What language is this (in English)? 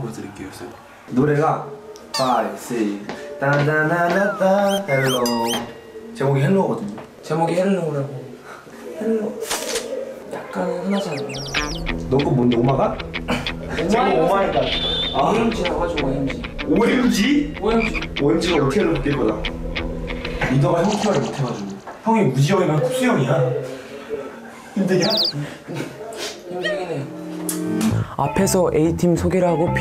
Korean